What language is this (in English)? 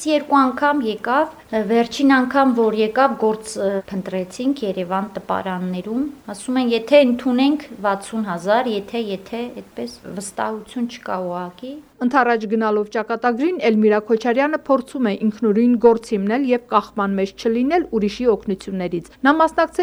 Armenian